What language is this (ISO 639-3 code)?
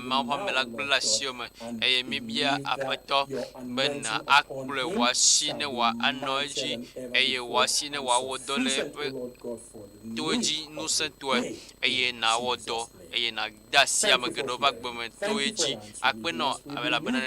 ewe